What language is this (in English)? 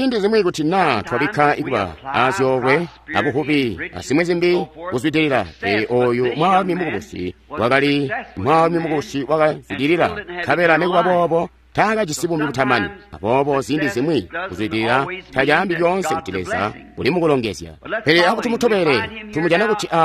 Tonga (Zambia)